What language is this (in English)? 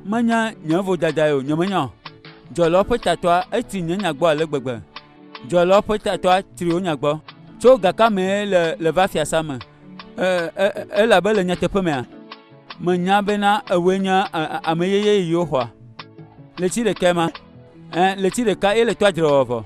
Ewe